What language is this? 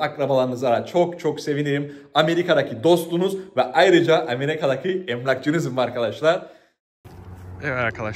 Turkish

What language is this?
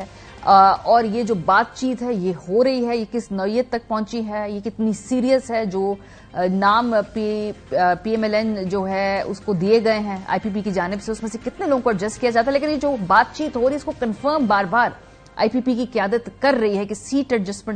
Urdu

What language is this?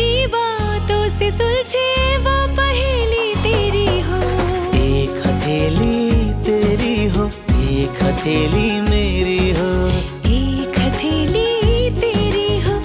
Hindi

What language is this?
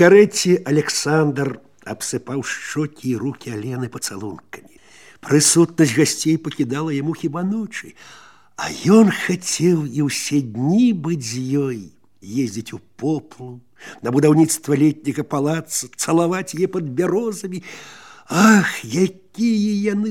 Belarusian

